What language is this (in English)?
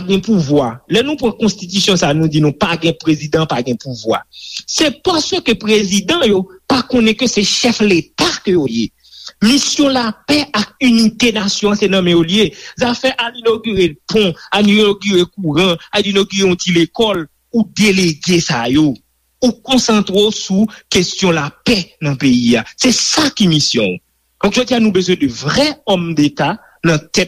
Haitian Creole